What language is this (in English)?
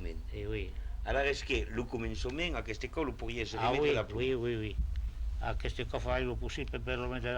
Occitan